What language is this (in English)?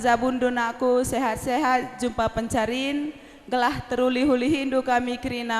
Batak Karo